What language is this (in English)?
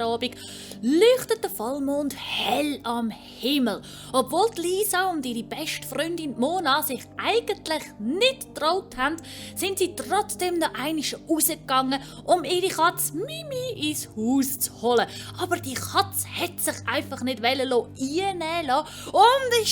Swiss German